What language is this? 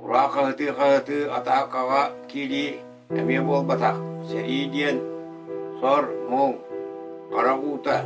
Yakut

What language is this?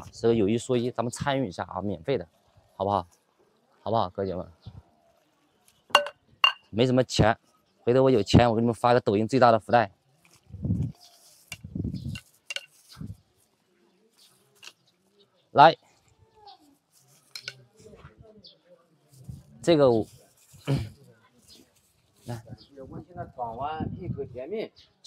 Chinese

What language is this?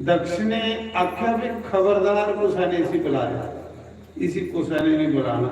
Dogri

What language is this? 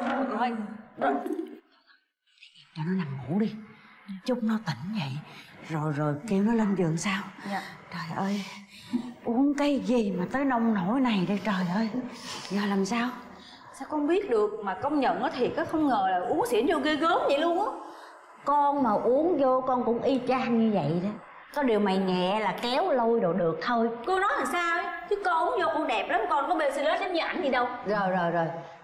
Vietnamese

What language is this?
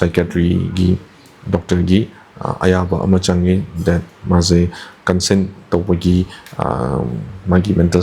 Manipuri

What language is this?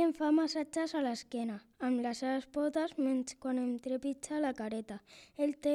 Catalan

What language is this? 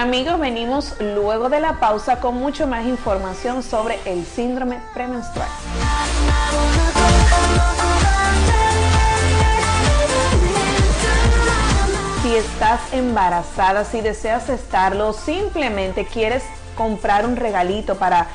Spanish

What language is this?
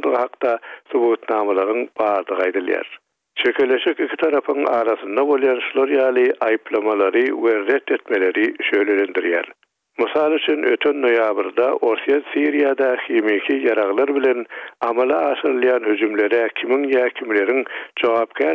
Turkmen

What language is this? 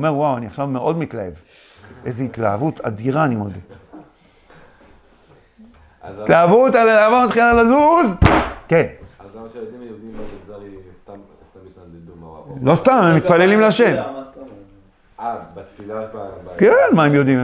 Hebrew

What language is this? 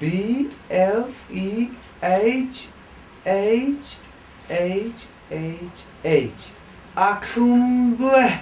Mizo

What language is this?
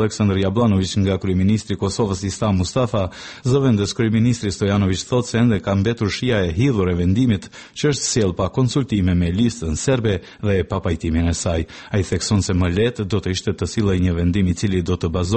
Albanian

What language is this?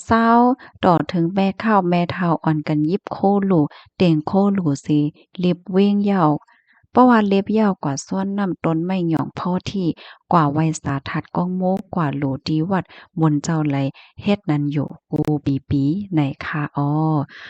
Shan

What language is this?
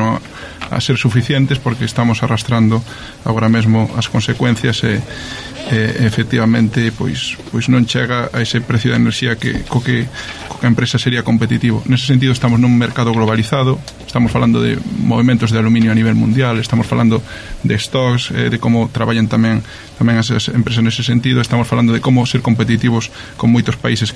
Galician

